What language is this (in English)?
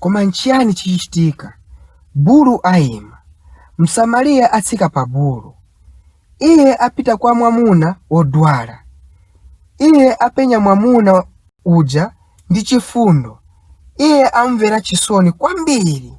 Nyanja